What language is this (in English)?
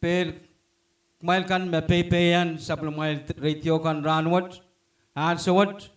Pohnpeian